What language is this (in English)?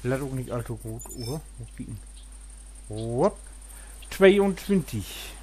Low German